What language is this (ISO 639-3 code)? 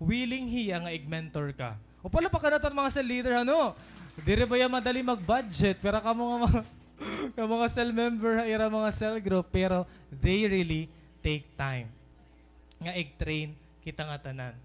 war